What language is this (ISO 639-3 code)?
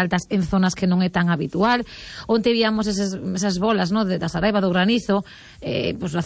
glg